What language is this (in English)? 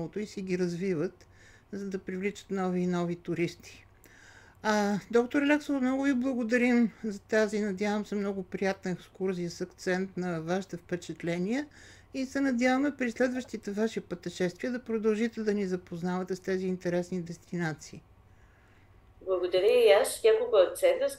Bulgarian